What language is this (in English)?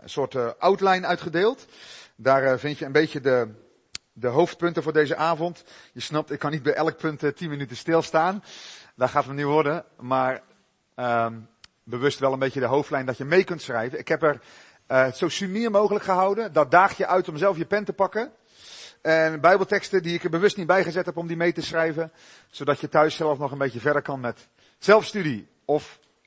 Dutch